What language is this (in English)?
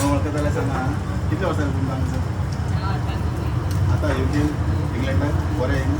Konkani